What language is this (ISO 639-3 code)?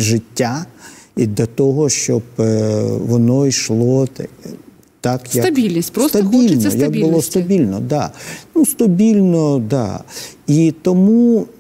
ukr